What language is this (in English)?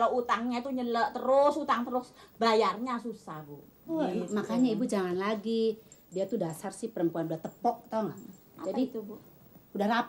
Betawi